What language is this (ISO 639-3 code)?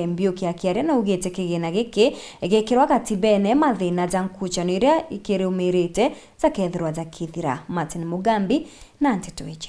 mer